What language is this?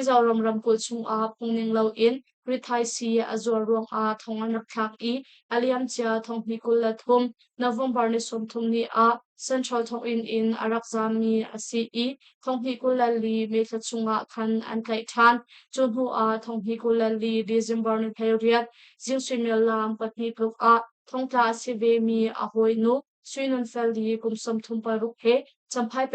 Hakha Chin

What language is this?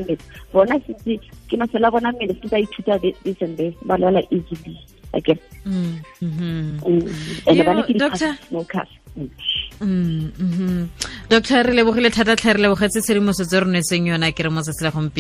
Tswana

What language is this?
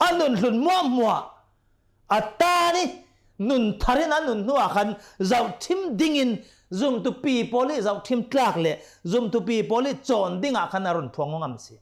Hakha Chin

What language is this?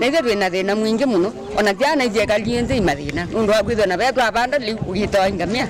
Kamba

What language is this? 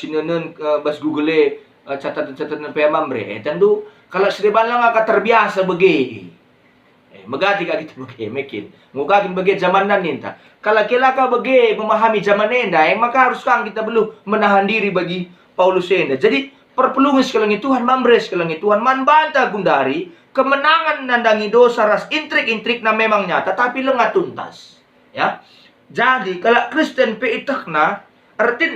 Batak Karo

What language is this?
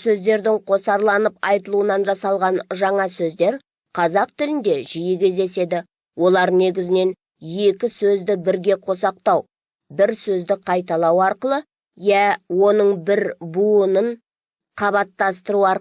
Kazakh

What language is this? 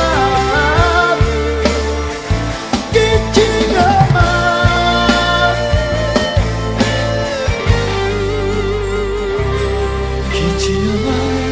Portuguese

